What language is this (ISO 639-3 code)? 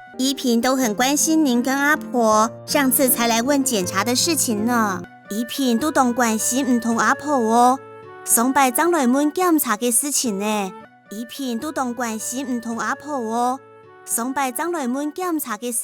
hak